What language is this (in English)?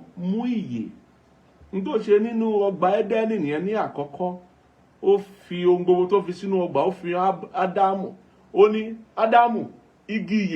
Yoruba